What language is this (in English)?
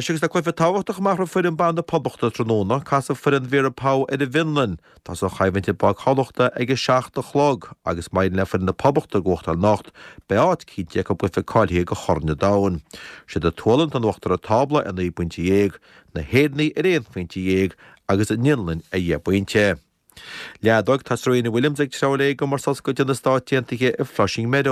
Irish